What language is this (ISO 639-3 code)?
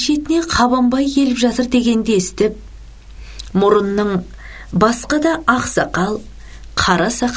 kaz